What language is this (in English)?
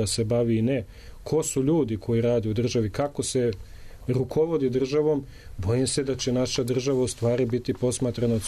Serbian